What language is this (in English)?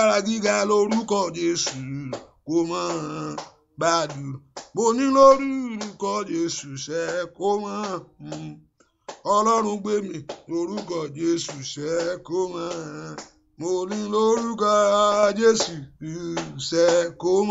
Yoruba